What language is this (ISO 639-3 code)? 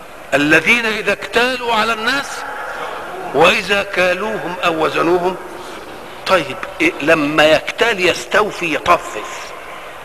arz